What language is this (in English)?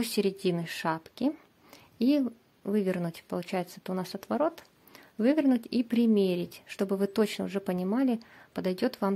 Russian